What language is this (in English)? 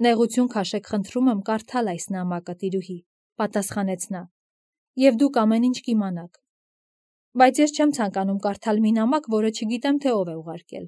Armenian